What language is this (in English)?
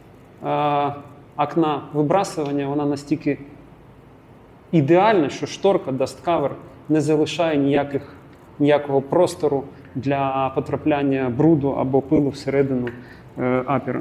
Ukrainian